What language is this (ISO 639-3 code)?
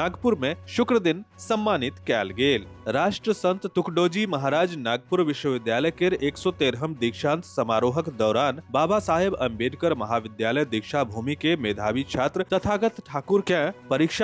mai